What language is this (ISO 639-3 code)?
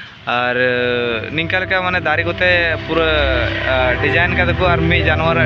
sat